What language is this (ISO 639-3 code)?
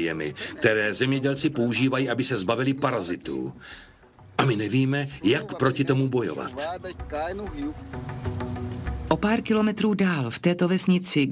ces